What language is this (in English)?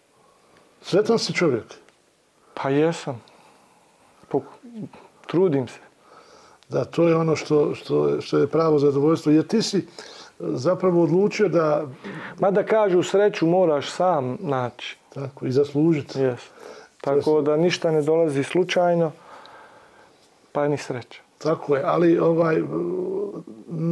Bosnian